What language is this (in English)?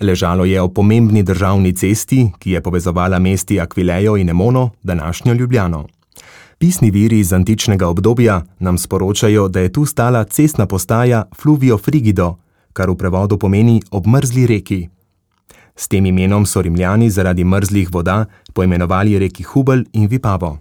Slovenian